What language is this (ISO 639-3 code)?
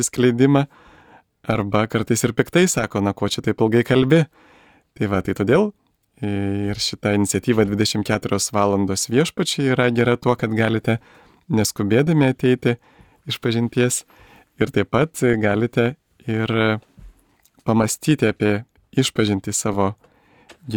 lit